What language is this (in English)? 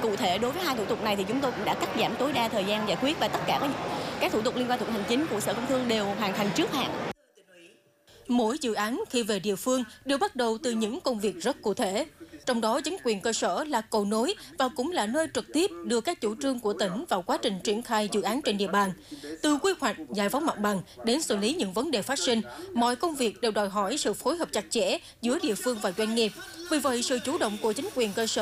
Vietnamese